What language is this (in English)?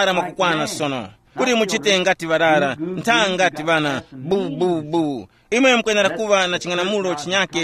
Tumbuka